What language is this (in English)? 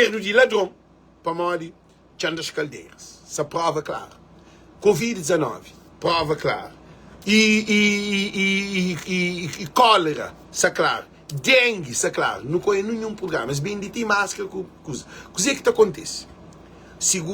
Kabuverdianu